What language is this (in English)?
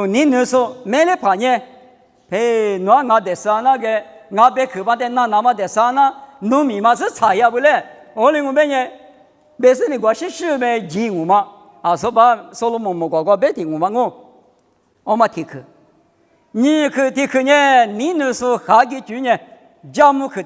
Lisu